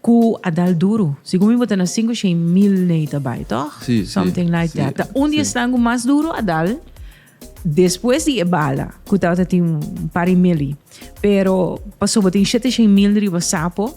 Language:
Papiamento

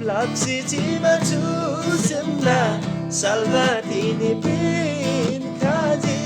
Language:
Eastern Tamang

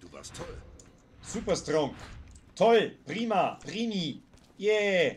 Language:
Bavarian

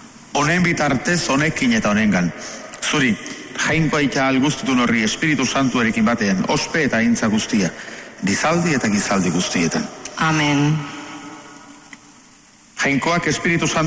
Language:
Basque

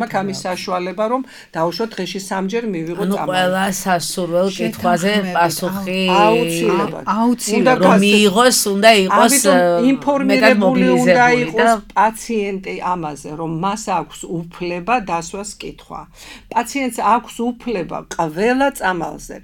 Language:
Georgian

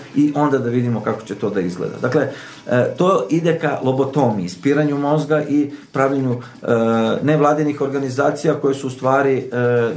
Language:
Serbian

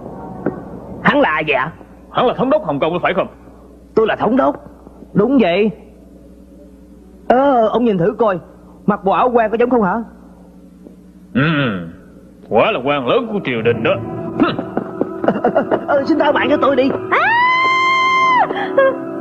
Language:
Vietnamese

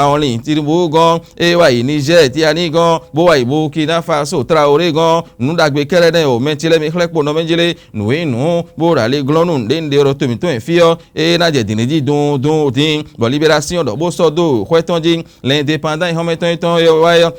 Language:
Fon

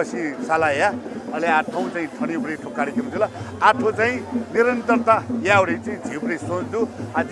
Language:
Newari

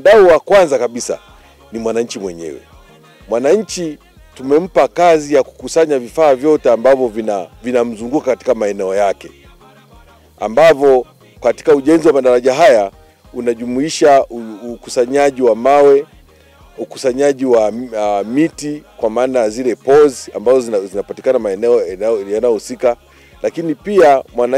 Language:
Swahili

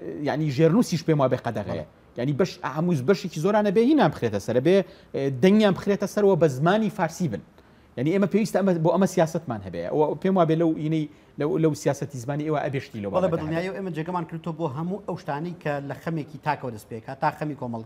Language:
Central Kurdish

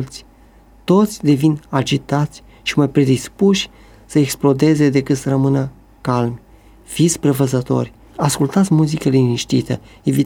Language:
Romanian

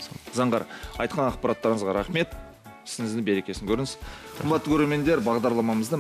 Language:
Kazakh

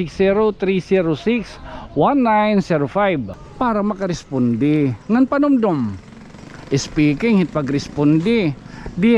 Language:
Waray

